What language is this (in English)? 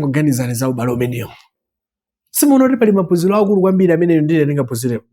Nyanja